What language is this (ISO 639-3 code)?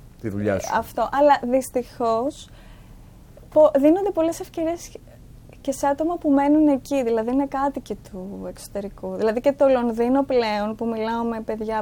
ell